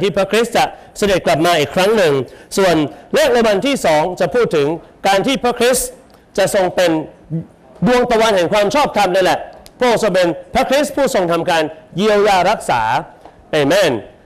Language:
Thai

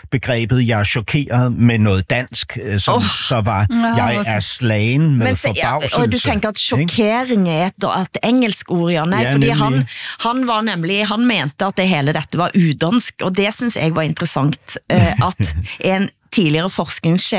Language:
Danish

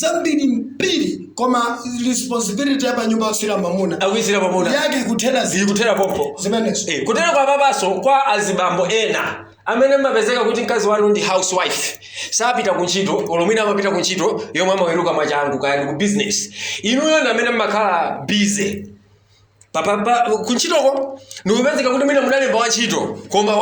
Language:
Nyanja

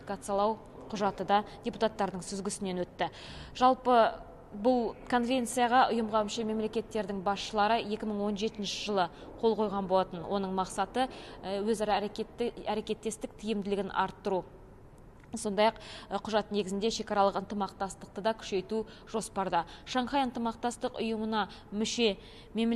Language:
Kazakh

